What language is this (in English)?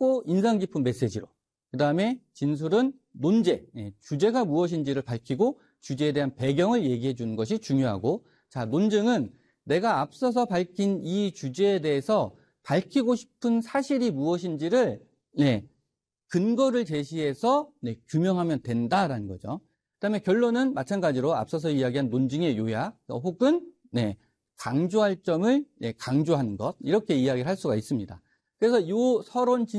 Korean